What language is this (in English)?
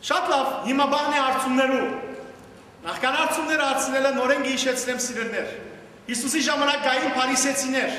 Western Armenian